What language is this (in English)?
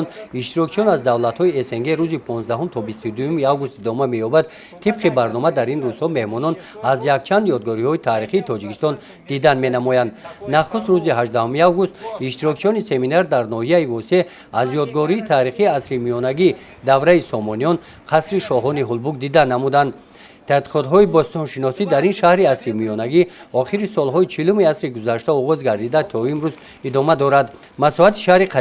Tajik